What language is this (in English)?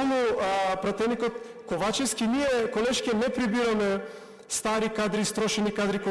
Macedonian